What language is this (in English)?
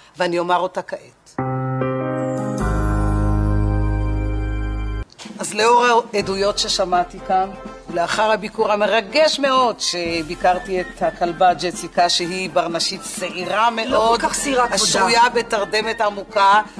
Hebrew